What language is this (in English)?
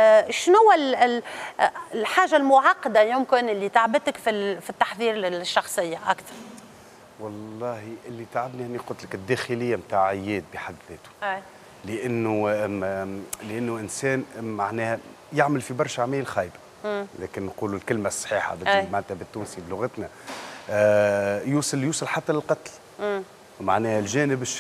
Tunisian Arabic